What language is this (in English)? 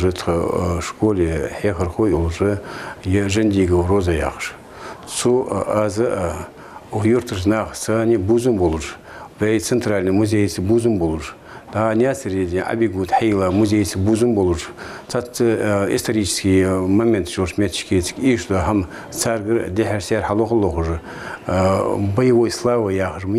Ingush